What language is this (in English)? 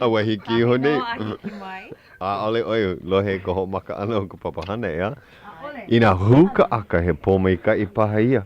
Hawaiian